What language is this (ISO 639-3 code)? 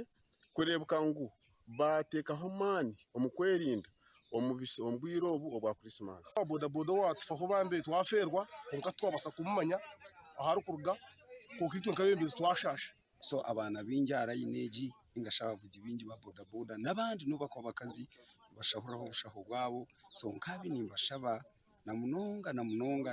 nyn